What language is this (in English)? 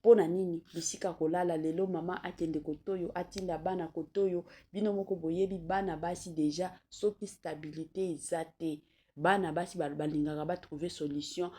Lingala